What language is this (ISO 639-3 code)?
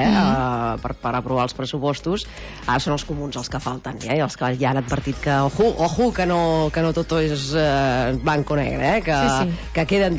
cat